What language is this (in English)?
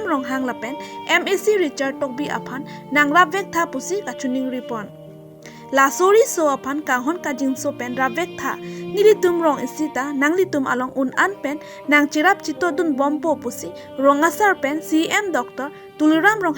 Karbi